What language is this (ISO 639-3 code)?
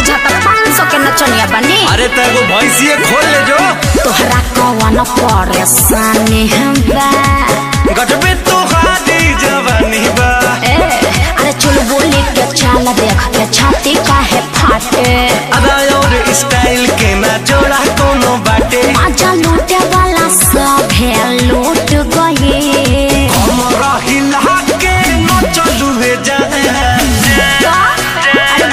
bho